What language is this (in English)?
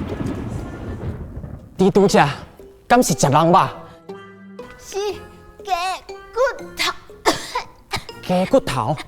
Min Nan Chinese